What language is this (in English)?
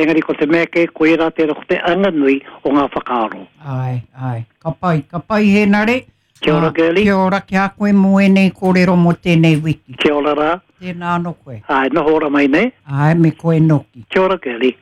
Māori